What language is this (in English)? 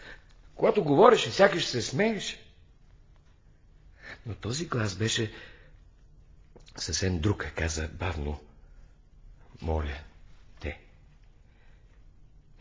Bulgarian